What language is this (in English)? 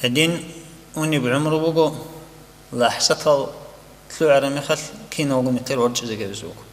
Avaric